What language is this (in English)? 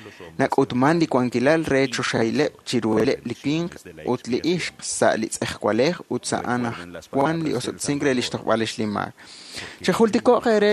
Kekchí